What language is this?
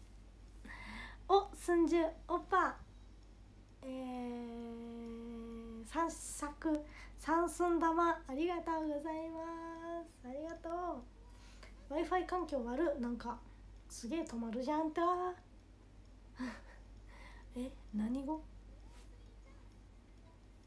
Japanese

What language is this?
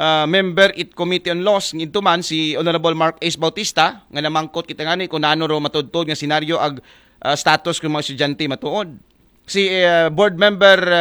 Aklanon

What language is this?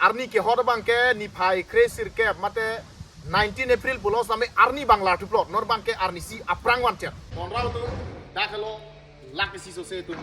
Karbi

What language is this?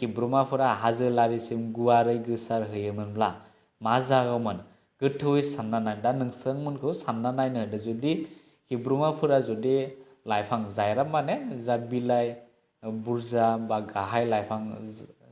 Bodo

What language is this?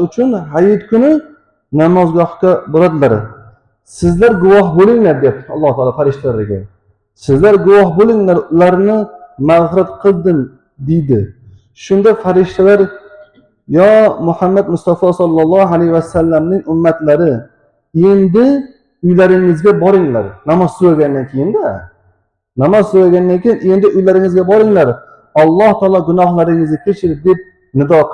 Uzbek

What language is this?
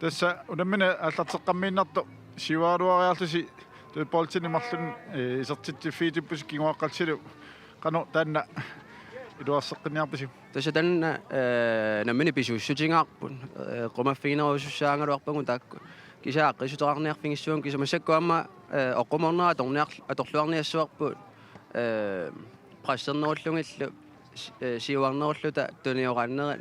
Kalaallisut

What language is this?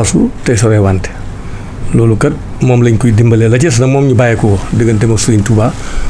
Wolof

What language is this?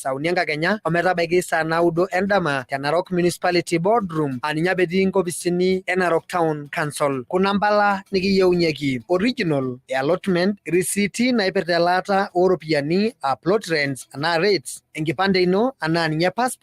Masai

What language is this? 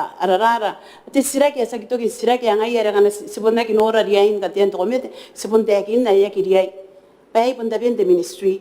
Gilbertese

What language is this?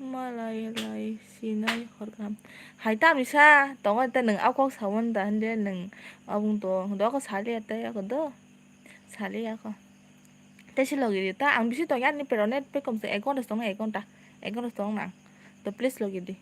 Kok Borok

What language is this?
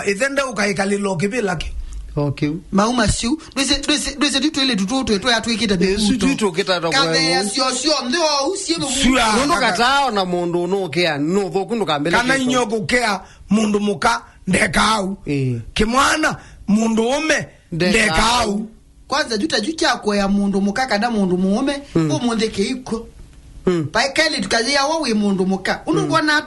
Kamba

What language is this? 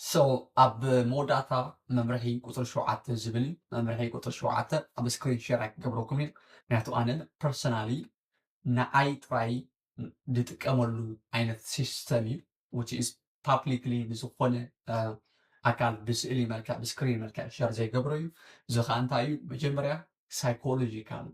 Tigrinya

